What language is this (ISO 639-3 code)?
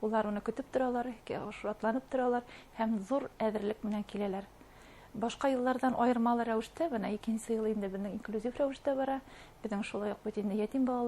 bak